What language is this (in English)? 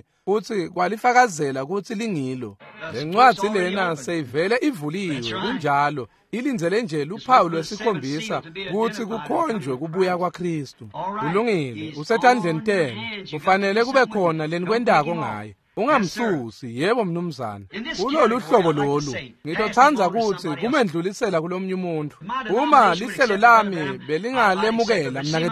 Swati